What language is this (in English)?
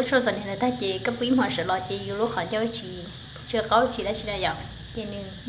Hmong